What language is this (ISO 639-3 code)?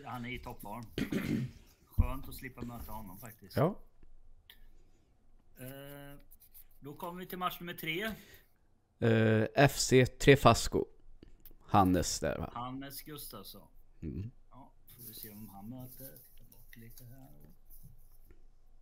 swe